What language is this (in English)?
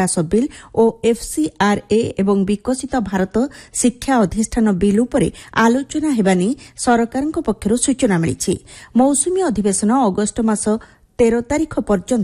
Odia